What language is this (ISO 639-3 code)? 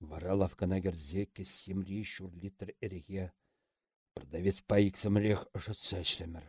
chv